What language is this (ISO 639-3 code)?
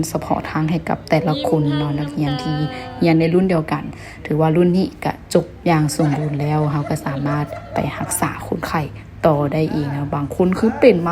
lao